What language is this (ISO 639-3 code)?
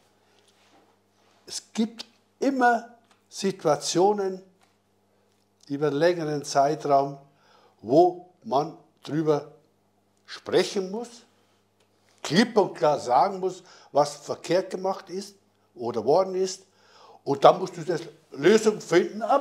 deu